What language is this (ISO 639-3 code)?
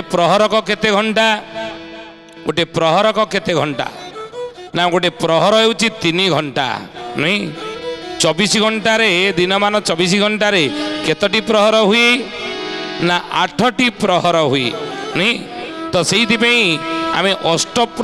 ori